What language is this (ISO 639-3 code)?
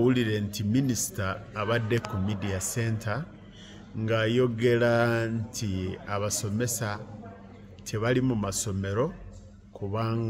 lug